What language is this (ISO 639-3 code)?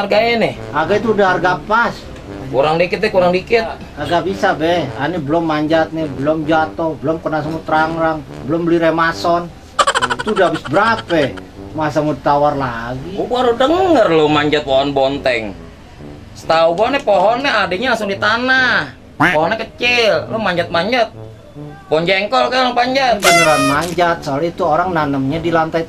bew